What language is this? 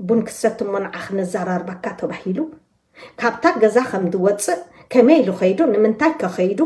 Tigrinya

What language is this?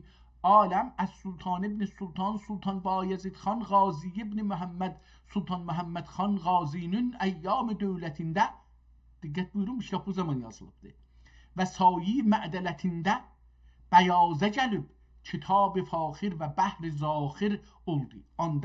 South Azerbaijani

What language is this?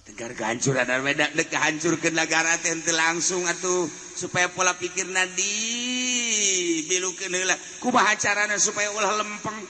Sundanese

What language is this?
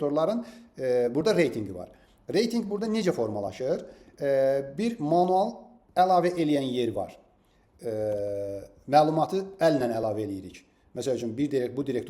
Azerbaijani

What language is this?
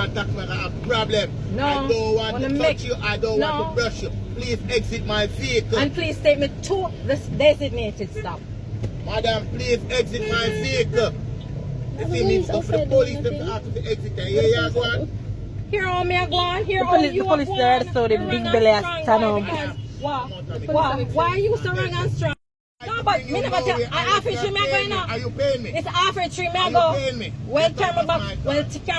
Jamaican Creole English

